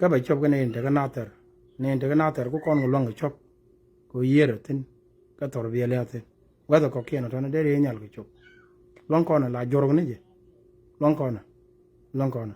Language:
Nuer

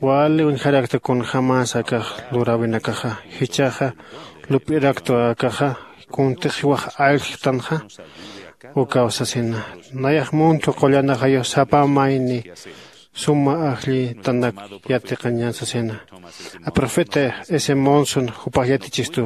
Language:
Aymara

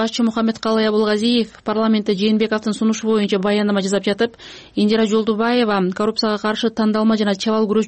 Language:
Kyrgyz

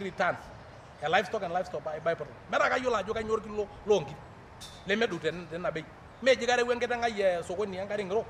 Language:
Masai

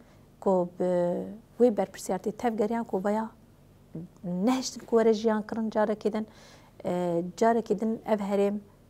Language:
Kurdish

